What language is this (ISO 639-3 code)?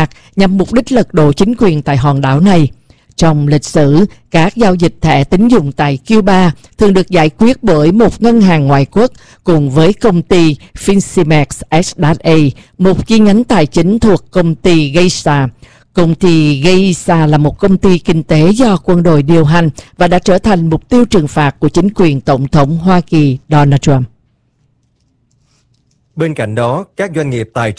vie